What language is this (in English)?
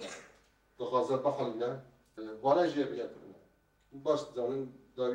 Kurdish